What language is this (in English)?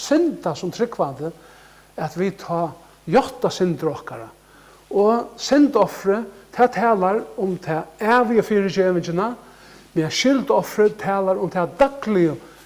Faroese